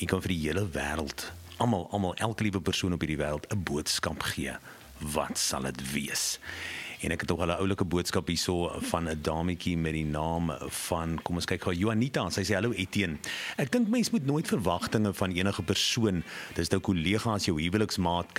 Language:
Afrikaans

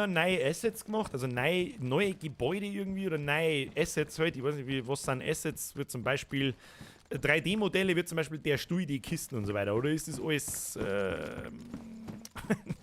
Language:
Bavarian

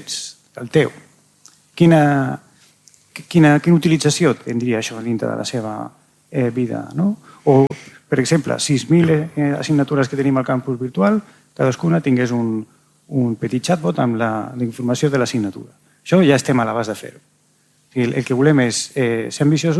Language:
Catalan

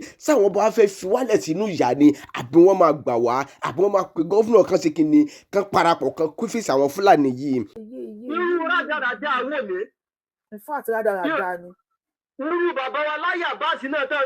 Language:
Yoruba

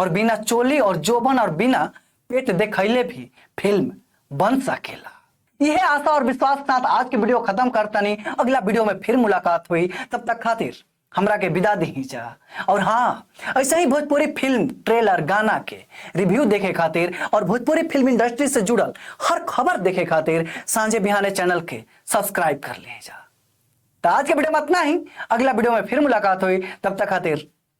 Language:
Bhojpuri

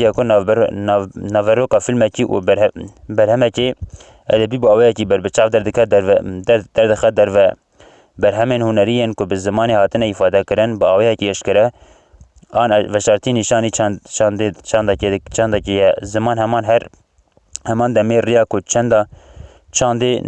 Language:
Kurdish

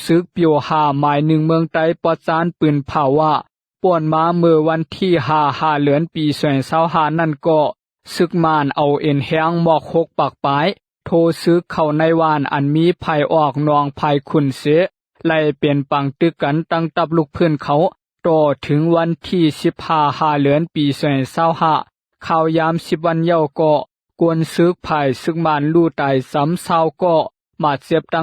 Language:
Lao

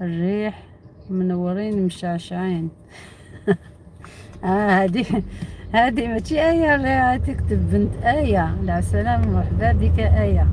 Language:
Algerian Arabic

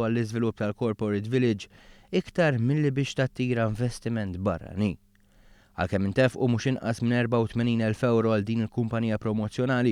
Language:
Maltese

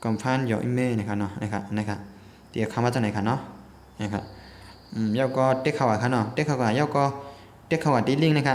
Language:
Shan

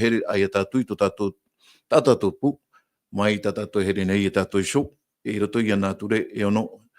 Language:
Tahitian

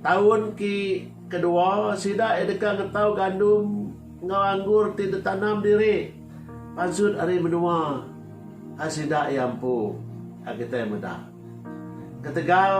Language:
Iban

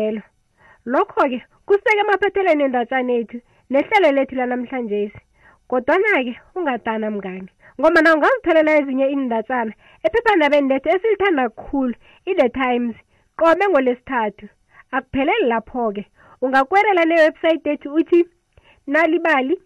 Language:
South Ndebele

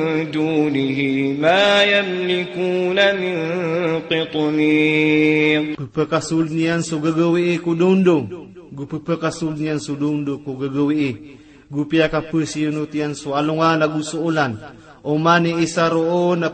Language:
Maranao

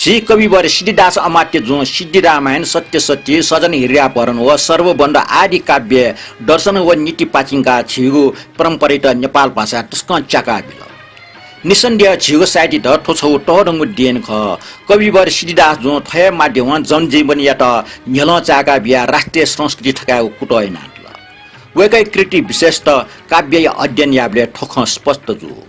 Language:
Newari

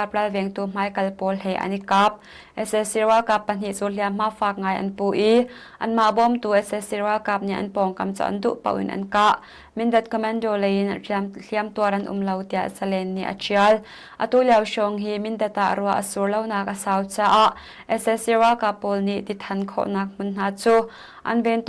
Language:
Hakha Chin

